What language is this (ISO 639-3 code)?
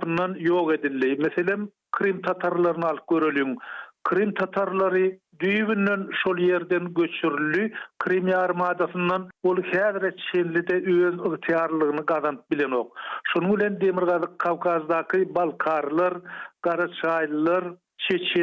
tuk